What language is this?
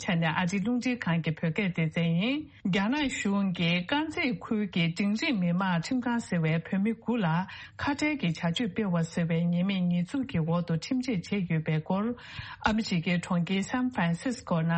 Tibetan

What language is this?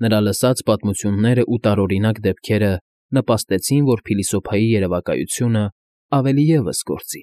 Armenian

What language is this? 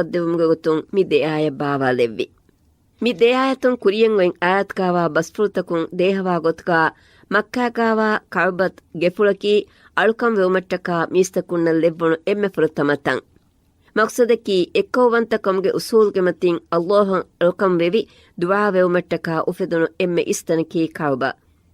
Divehi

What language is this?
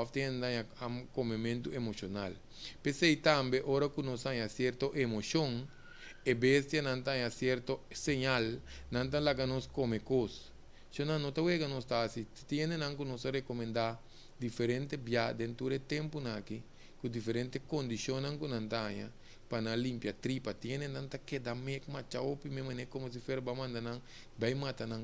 Papiamento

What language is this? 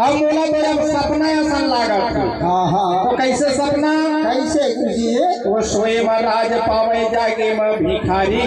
Chhattisgarhi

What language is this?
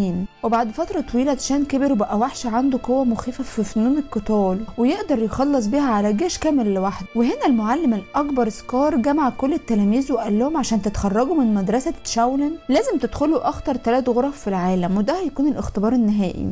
Egyptian Arabic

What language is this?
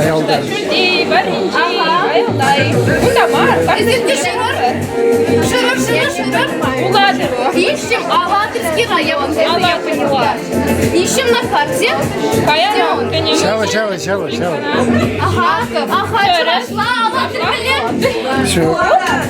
Chuvash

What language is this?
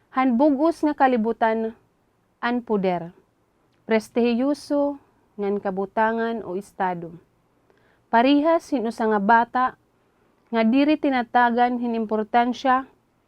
Waray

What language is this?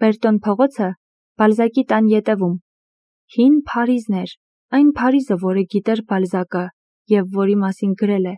Armenian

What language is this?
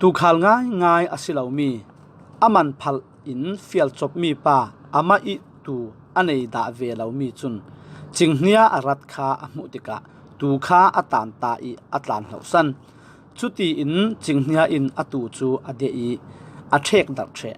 Falam Chin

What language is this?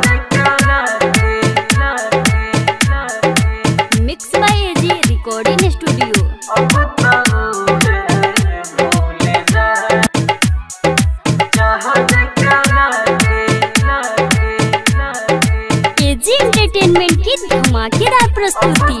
Bhojpuri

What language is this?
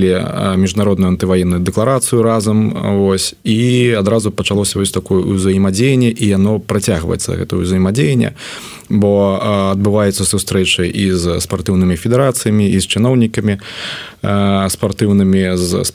Belarusian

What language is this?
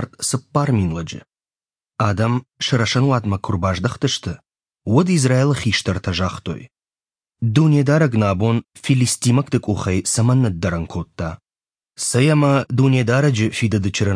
Ossetic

